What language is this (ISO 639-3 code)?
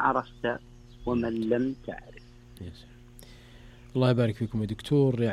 ara